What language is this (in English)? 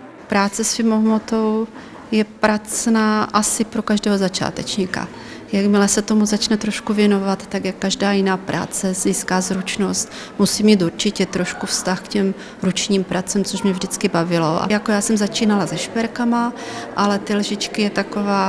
Czech